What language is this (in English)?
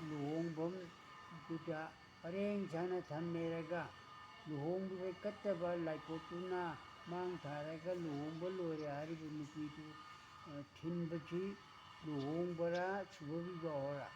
Manipuri